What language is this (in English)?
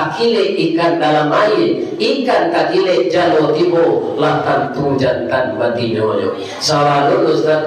Minangkabau